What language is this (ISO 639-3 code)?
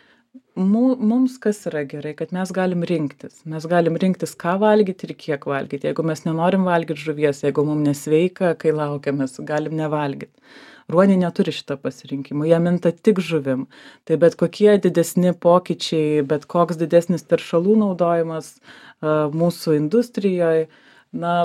lit